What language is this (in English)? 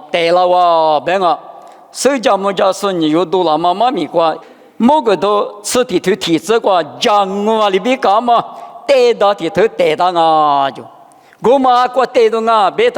Lisu